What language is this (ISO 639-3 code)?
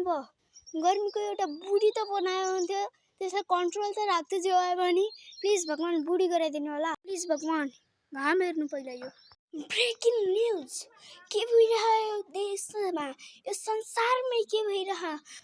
nep